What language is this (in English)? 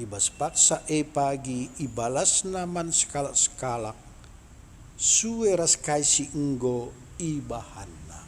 Batak Karo